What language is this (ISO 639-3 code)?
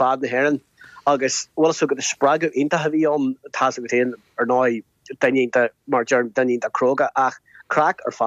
gle